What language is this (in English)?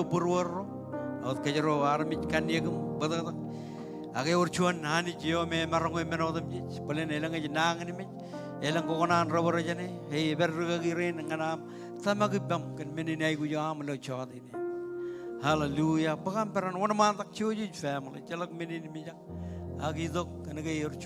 Marshallese